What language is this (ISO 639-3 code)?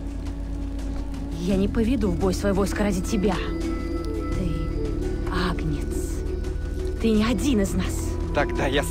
rus